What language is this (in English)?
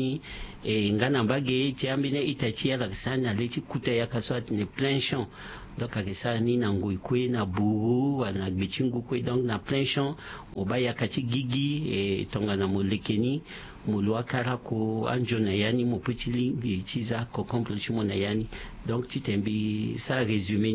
Sango